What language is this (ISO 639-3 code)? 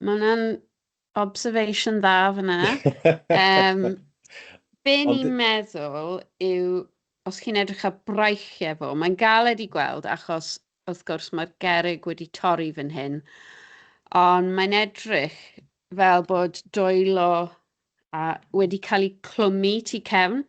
cym